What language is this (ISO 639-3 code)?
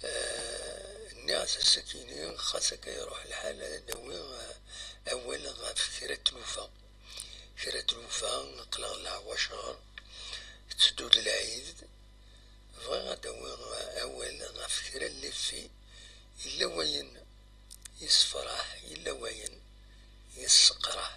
kab